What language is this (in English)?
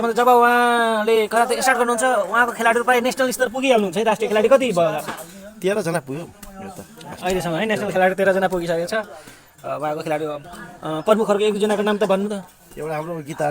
Nepali